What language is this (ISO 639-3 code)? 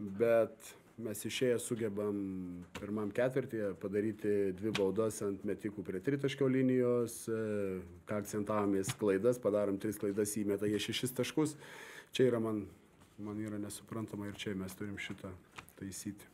lit